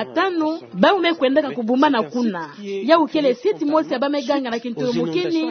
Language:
Kituba (Democratic Republic of Congo)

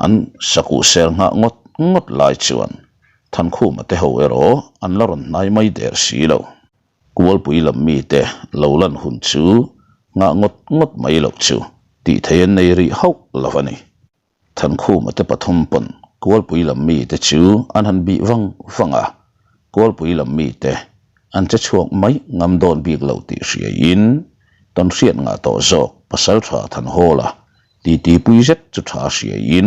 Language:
Mizo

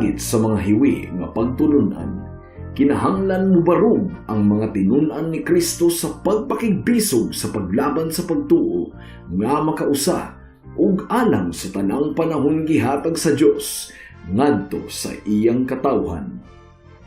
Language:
Cebuano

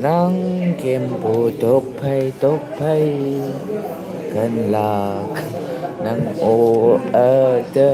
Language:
Naga Pidgin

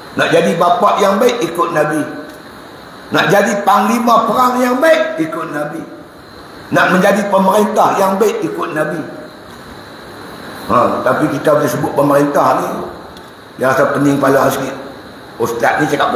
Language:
Malay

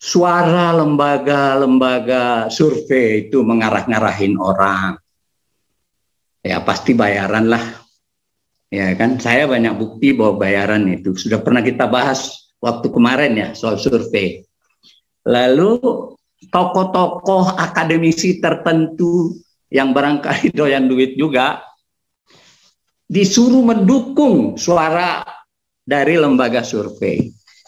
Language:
Indonesian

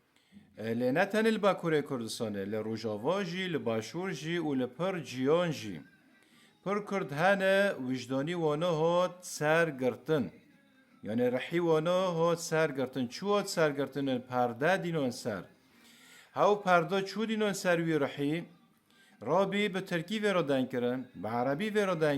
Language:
Kurdish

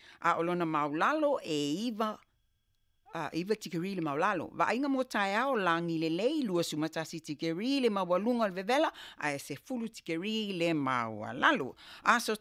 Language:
Samoan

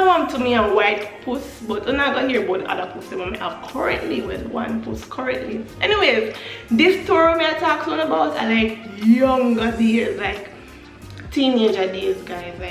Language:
Jamaican Creole English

